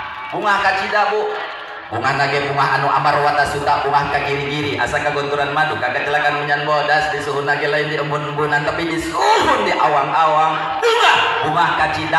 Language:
Sundanese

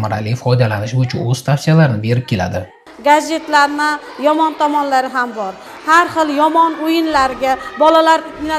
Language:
Uzbek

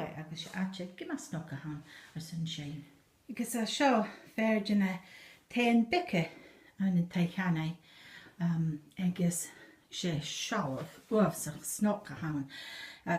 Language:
Scottish Gaelic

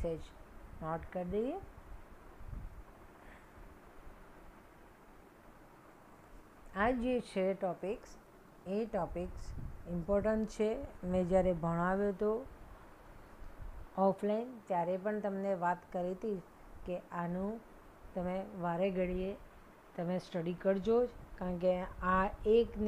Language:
Gujarati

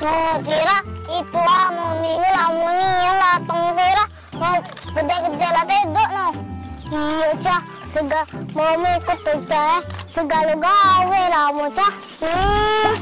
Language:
Musi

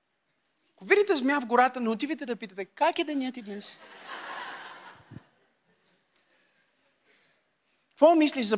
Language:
Bulgarian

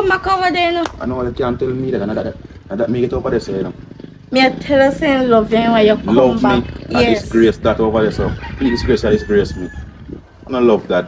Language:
Jamaican Creole English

